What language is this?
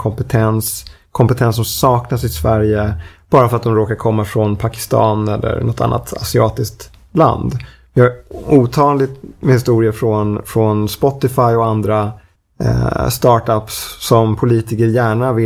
Swedish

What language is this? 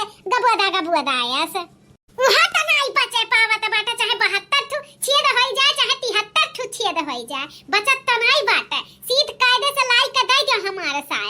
Bhojpuri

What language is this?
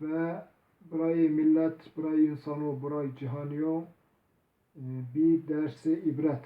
Zaza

